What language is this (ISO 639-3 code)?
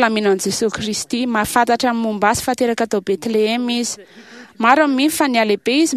mlg